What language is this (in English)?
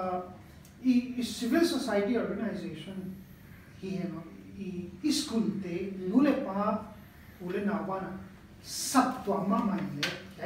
Paite Chin